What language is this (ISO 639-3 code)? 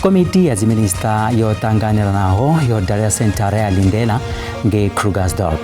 ven